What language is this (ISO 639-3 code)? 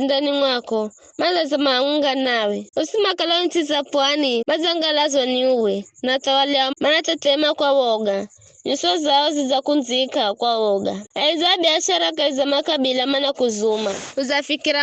nyf